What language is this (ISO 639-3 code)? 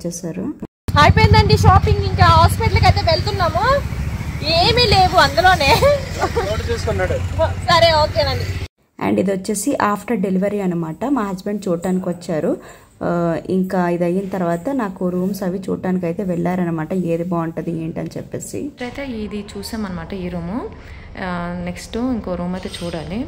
tel